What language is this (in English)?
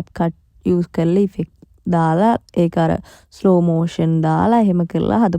Sinhala